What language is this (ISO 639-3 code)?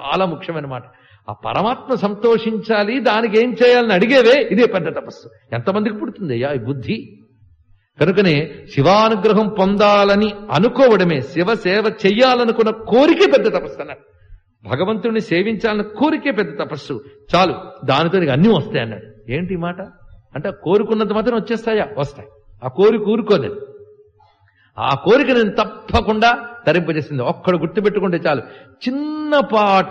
tel